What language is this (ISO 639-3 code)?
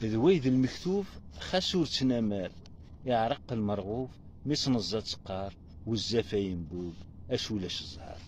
kab